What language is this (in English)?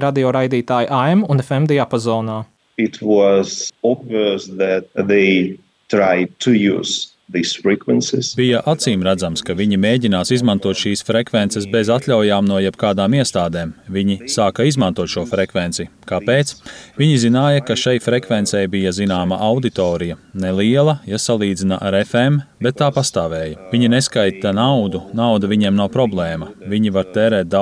Latvian